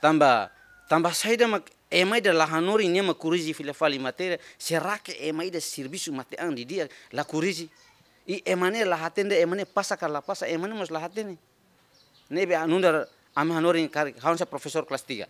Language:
Tetum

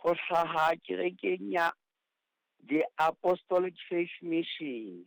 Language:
Southern Sotho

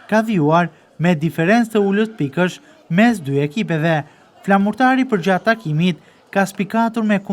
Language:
Albanian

